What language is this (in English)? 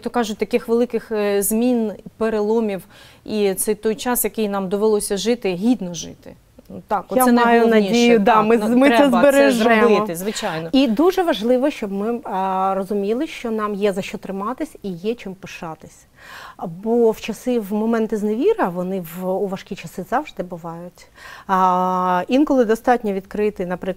Ukrainian